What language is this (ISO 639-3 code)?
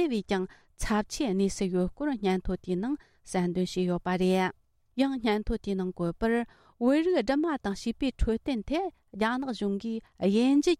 bod